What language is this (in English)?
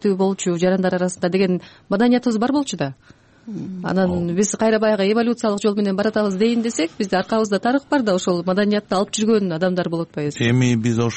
Kyrgyz